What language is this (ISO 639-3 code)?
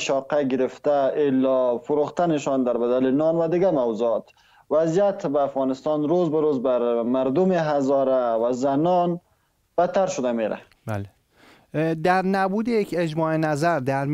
fas